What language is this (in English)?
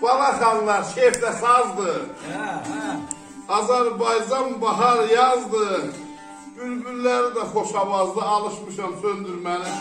South Azerbaijani